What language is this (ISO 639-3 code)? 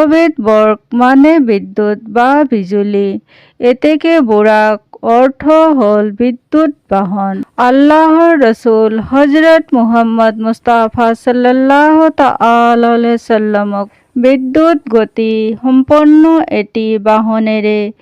asm